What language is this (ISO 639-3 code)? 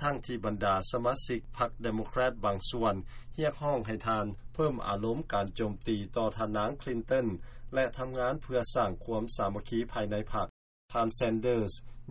lao